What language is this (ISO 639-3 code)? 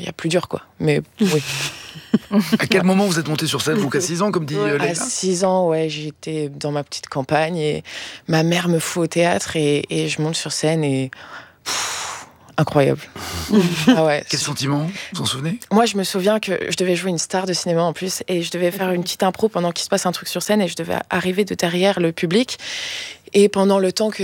fra